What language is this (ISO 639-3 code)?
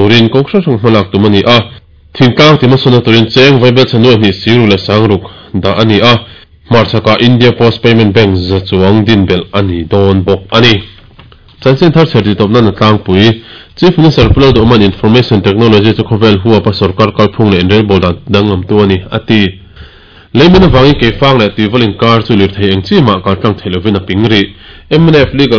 lus